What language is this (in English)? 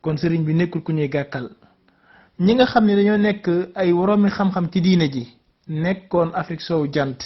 Wolof